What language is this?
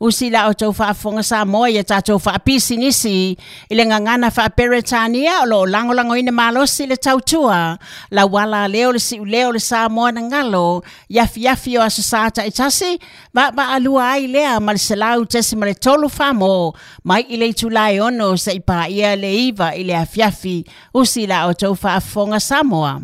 Samoan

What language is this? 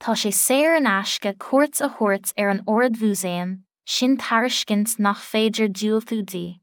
Irish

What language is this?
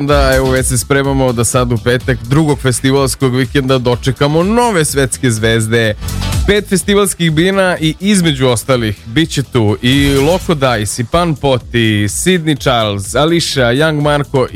Serbian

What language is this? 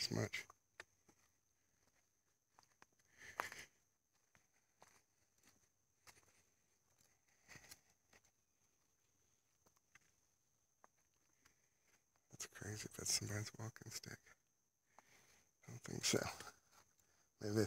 English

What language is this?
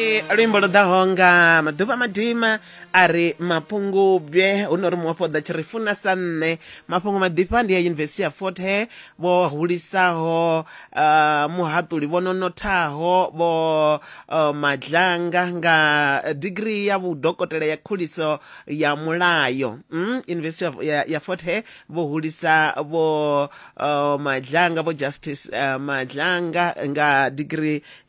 Venda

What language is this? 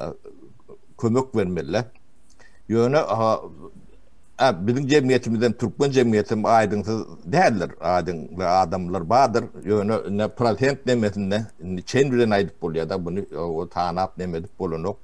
Turkmen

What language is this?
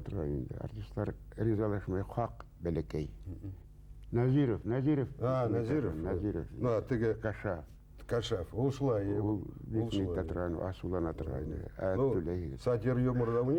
Bashkir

